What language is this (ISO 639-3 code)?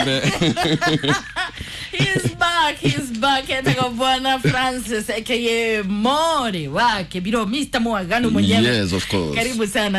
kik